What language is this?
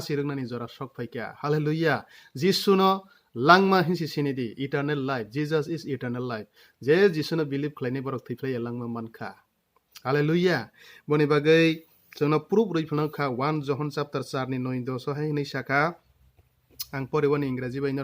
Kok Borok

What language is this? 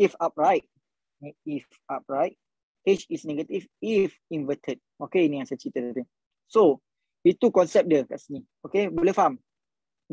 Malay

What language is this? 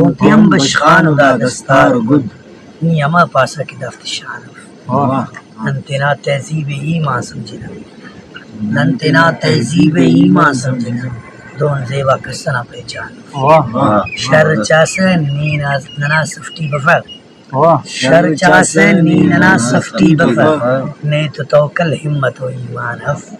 Brahui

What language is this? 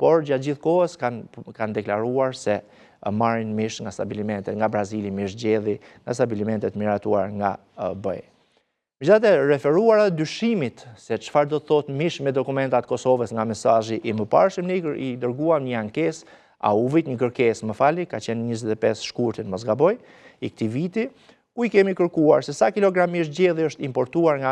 Albanian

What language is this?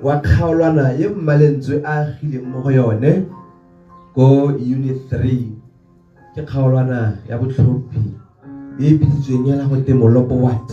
Tswana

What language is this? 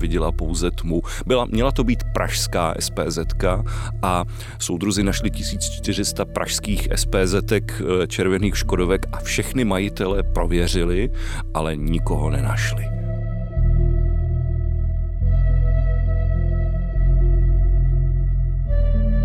Czech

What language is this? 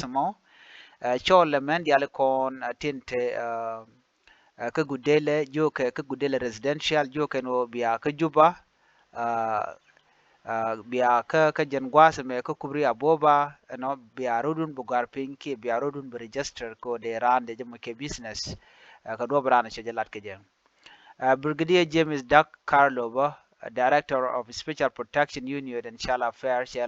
Nuer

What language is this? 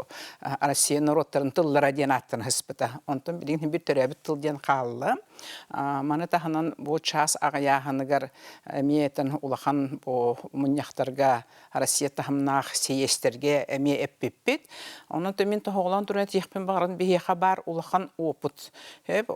Yakut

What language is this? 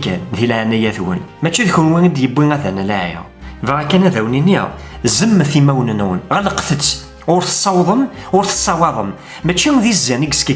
Kabyle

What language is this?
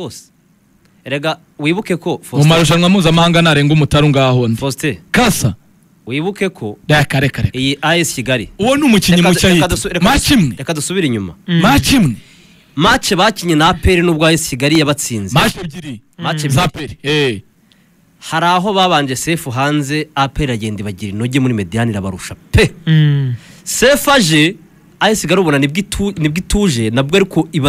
Kinyarwanda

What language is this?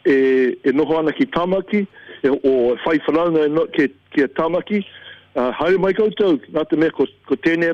Māori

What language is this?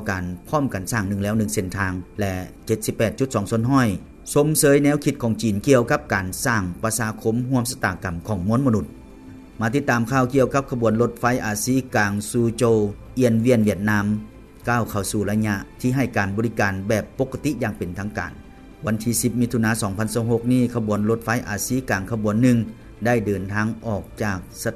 Lao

